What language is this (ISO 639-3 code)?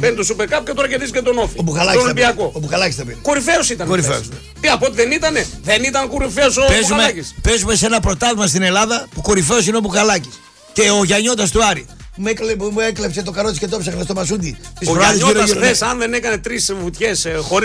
ell